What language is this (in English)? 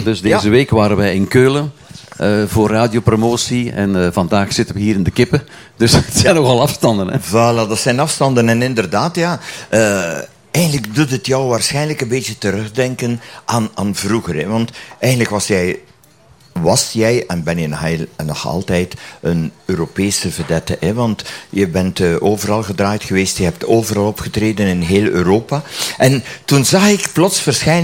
Dutch